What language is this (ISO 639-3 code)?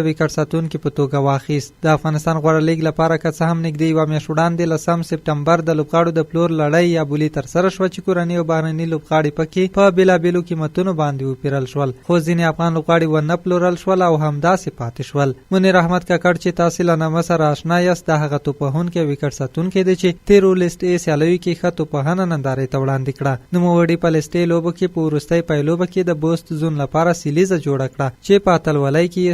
pus